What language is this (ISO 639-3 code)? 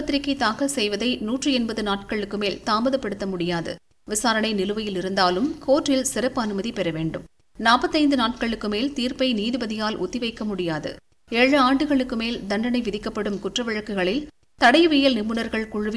tam